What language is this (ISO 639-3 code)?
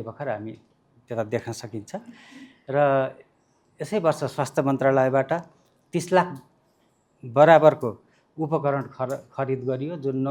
nep